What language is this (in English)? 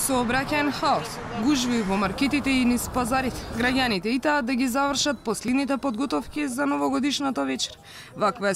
Macedonian